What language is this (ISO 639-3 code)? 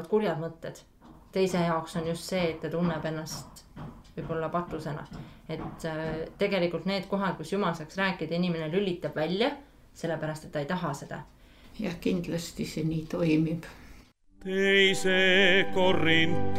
est